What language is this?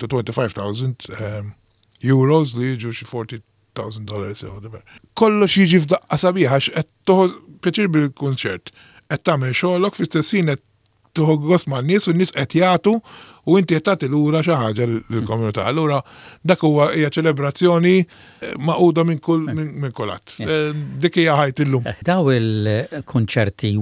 Maltese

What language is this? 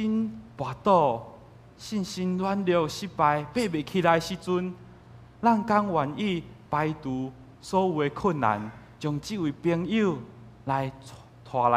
Min Nan Chinese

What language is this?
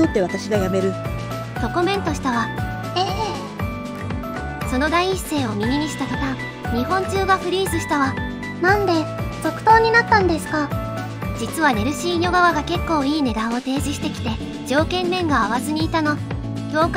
Japanese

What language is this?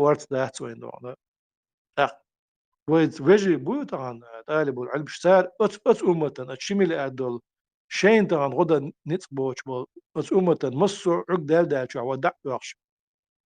Chechen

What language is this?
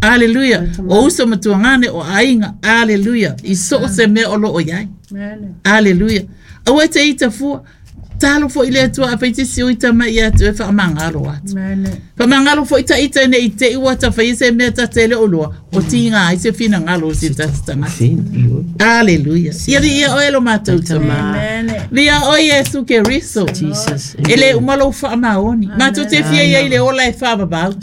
Samoan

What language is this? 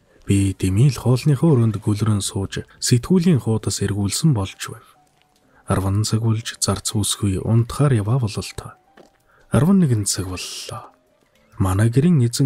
Mongolian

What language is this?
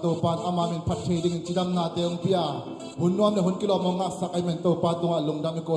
Tedim Chin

